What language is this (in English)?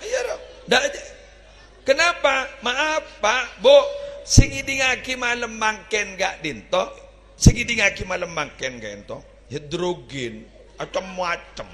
Madurese